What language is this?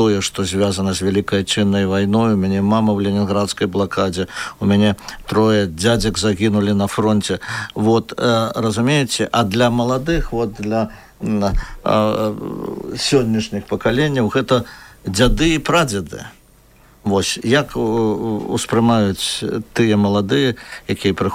Belarusian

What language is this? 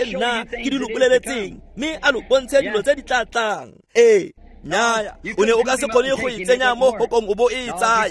Tswana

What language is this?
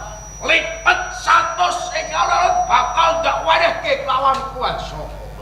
Javanese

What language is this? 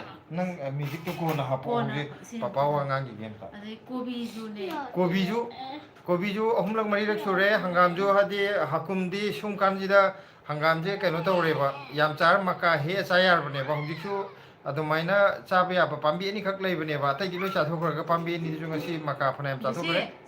Manipuri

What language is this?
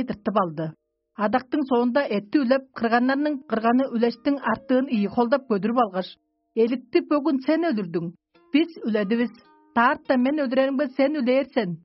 Tuvinian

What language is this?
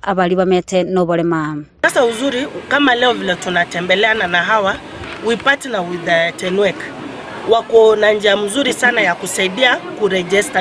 Gusii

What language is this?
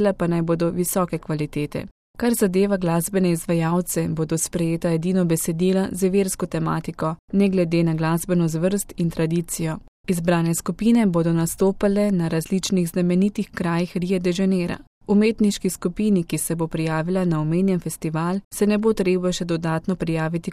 Slovenian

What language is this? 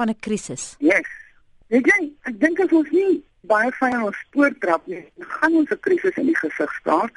Afrikaans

